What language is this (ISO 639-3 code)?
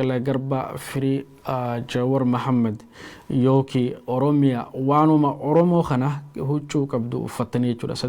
orm